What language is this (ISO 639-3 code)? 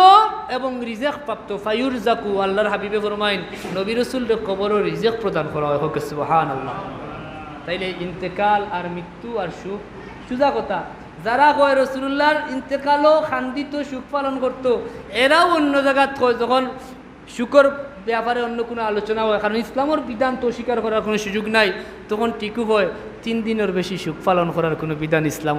syl